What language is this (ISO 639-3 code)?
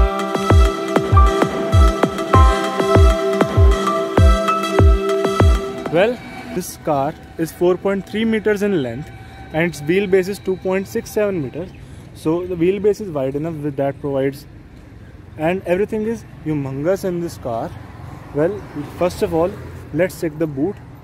eng